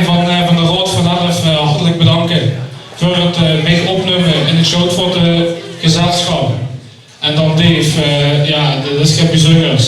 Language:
Limburgish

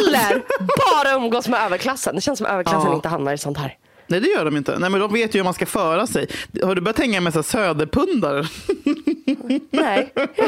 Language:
Swedish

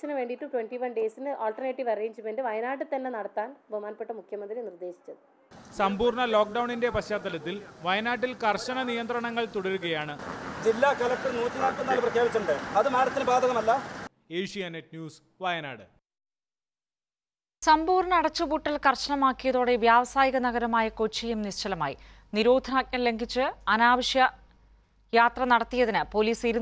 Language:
Malayalam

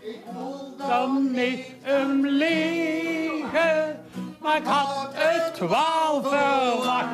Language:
Limburgish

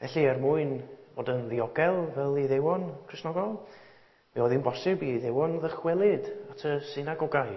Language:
Welsh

